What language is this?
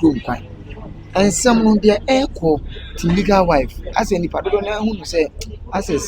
Akan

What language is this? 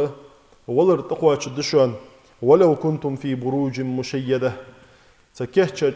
Ingush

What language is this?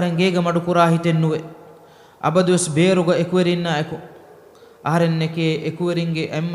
Divehi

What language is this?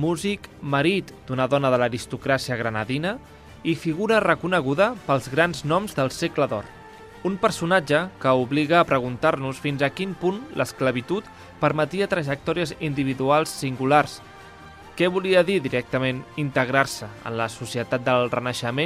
Catalan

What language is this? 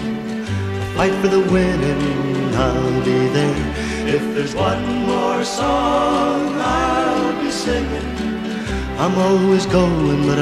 English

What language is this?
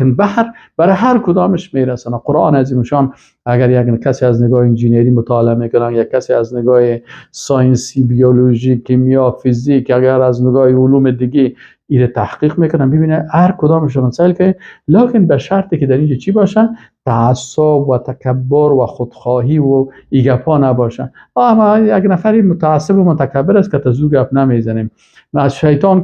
Persian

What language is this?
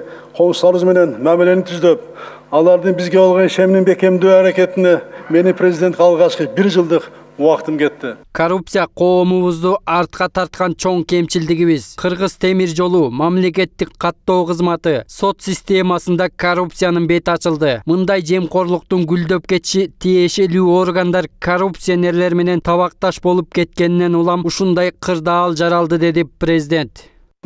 Kyrgyz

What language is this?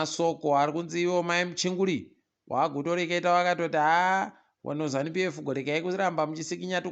Ndau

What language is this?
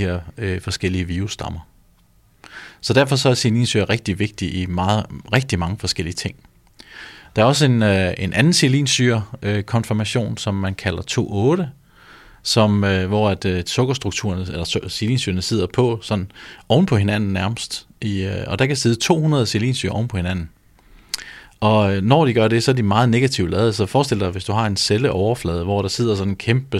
Danish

